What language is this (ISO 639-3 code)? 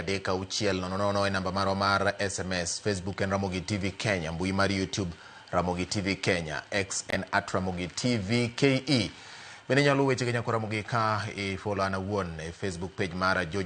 luo